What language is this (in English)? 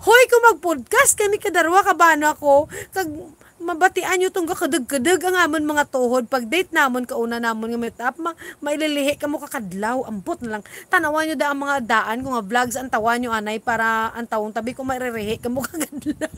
Hiligaynon